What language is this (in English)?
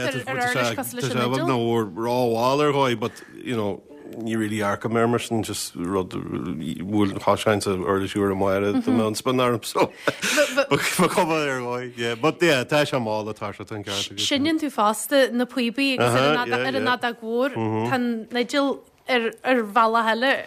Irish